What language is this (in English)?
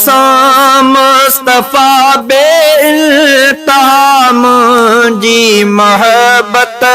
Sindhi